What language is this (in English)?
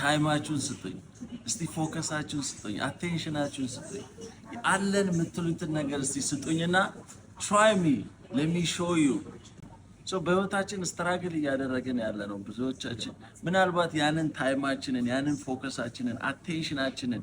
Amharic